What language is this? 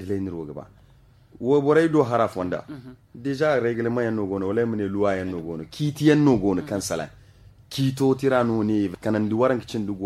Zarma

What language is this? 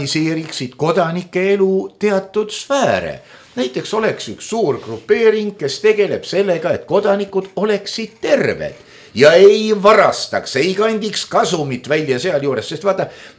Estonian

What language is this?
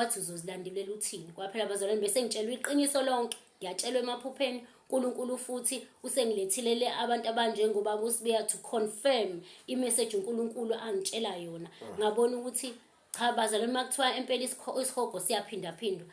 Zulu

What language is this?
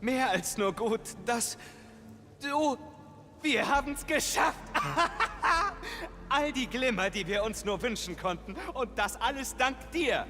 Bavarian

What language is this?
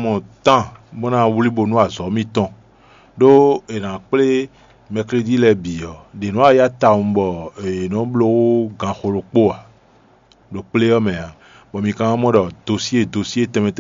Fon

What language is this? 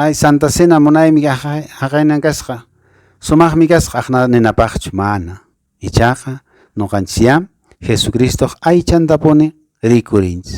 Quechua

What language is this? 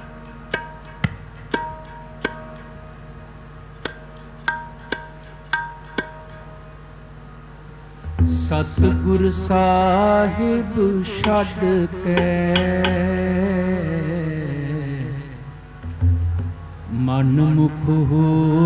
Punjabi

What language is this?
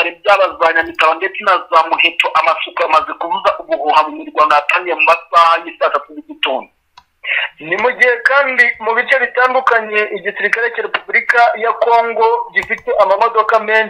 Kinyarwanda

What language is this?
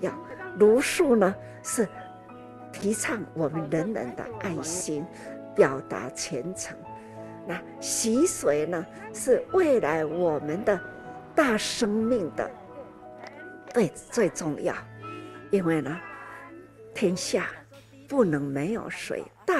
Chinese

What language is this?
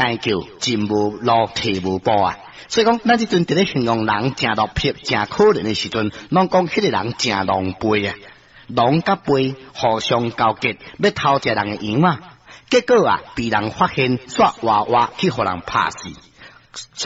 Min Nan Chinese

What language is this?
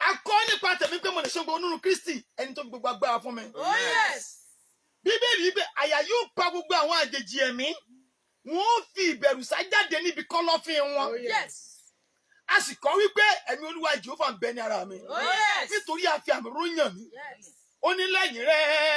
Yoruba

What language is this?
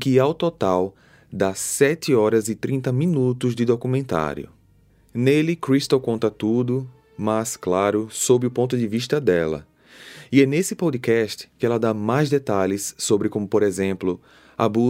Portuguese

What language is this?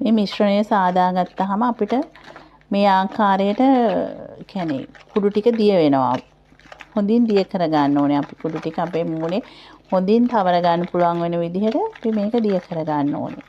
Sinhala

